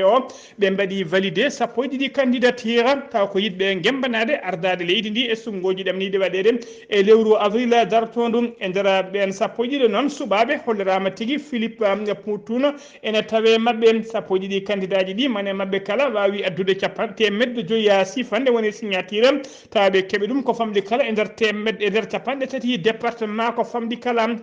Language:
Fula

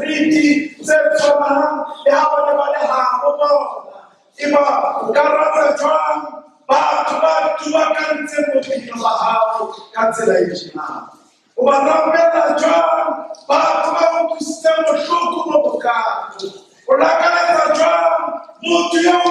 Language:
Southern Sotho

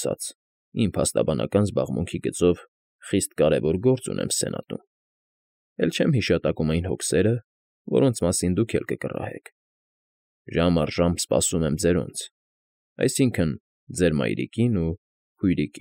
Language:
Armenian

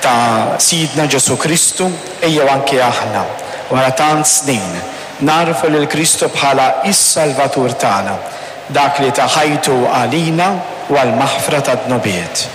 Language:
Maltese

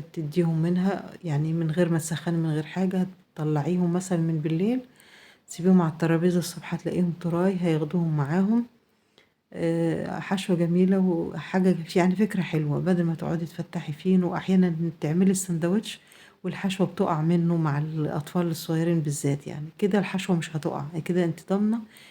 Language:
Egyptian Arabic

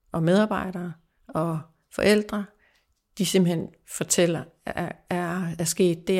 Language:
Danish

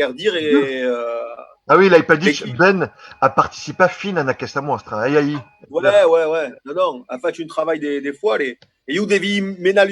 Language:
Occitan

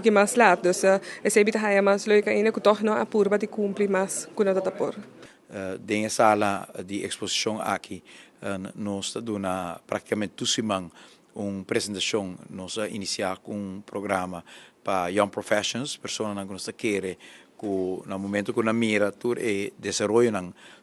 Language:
Papiamento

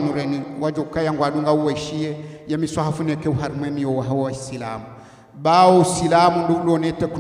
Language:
Ngazidja Comorian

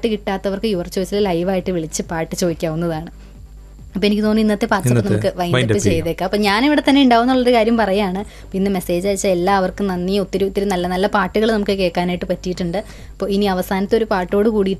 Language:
Malayalam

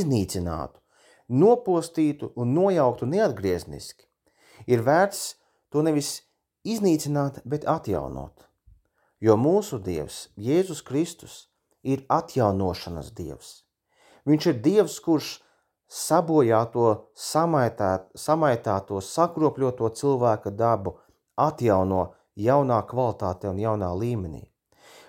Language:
Latvian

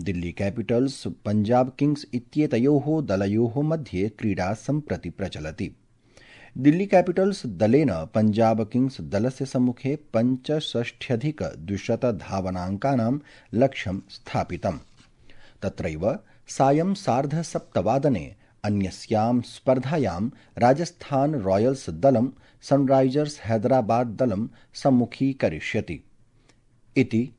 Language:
Sanskrit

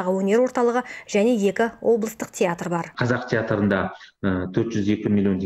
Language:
Kazakh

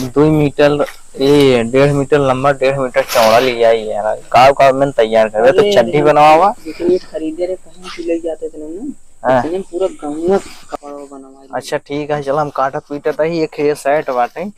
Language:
Awadhi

